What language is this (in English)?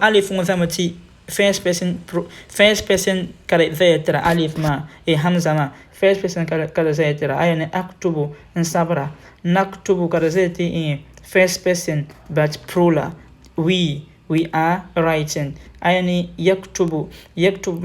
Dagbani